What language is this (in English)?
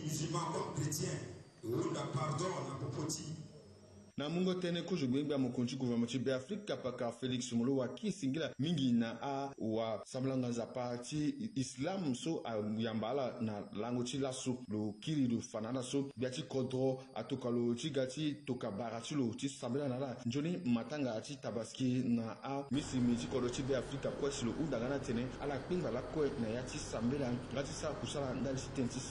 Sango